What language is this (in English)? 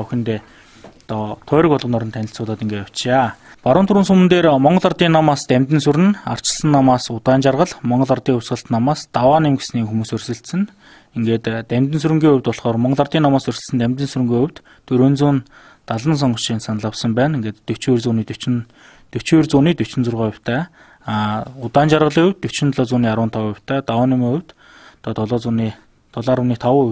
Mongolian